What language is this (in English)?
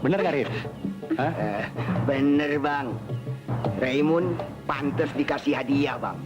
Betawi